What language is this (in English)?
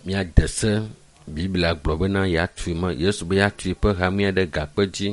Ewe